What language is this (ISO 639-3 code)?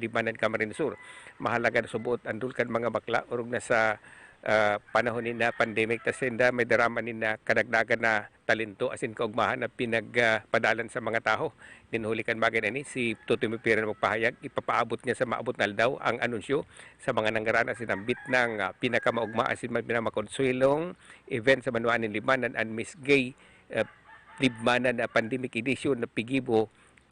bik